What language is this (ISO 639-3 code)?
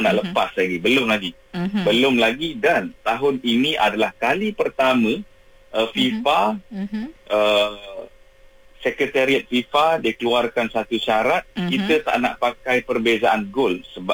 msa